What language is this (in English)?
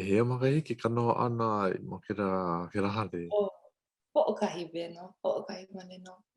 Hawaiian